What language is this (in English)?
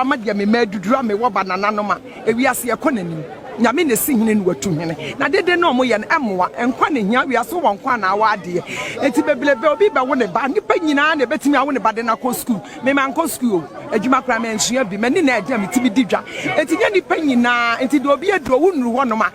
Akan